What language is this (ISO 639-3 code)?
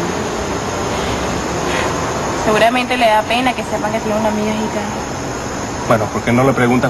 spa